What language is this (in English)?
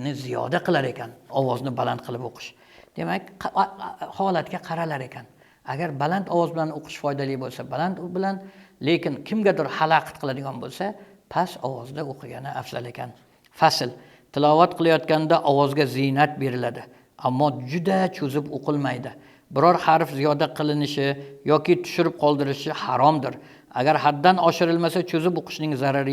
Uzbek